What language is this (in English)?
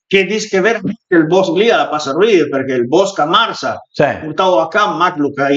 Piedmontese